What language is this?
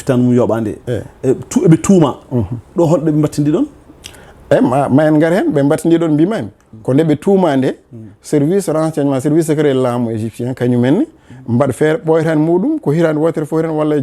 Fula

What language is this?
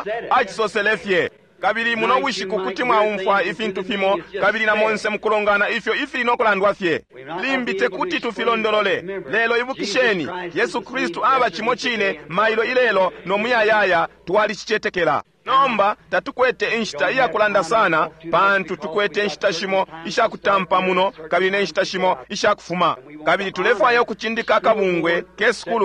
Bemba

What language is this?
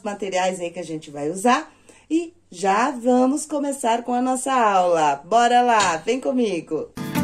Portuguese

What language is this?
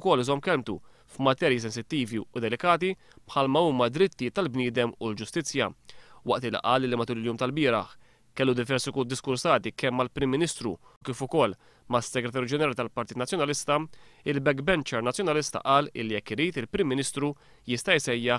Maltese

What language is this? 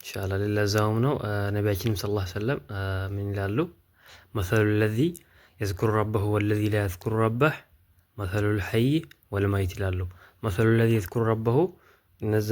Amharic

